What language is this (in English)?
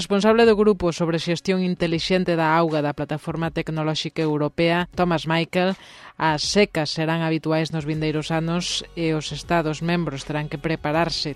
Galician